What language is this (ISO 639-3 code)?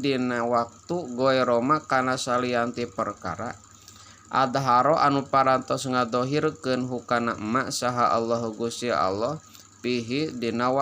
sun